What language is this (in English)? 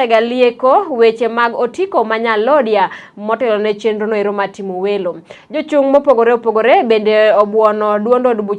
Luo (Kenya and Tanzania)